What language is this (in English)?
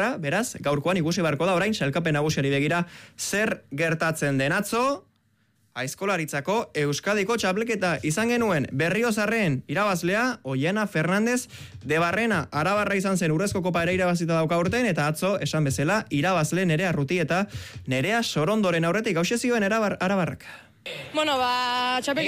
Basque